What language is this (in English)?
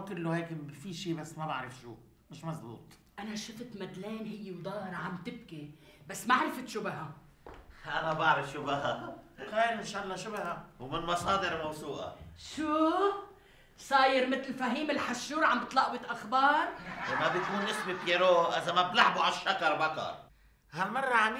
North Levantine Arabic